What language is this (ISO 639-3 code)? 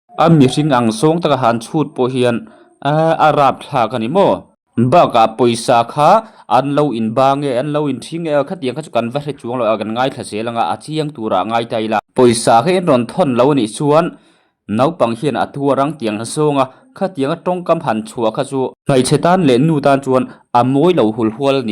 lus